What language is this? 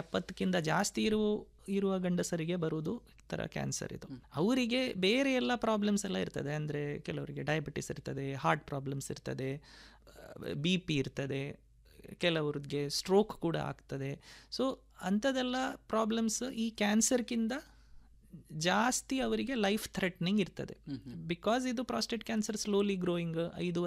Kannada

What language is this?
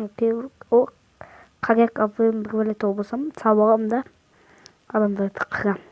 Kazakh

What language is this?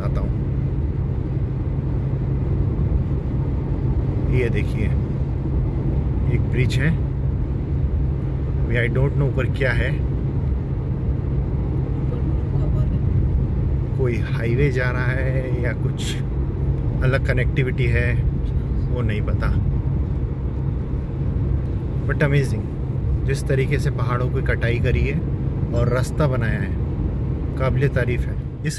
Hindi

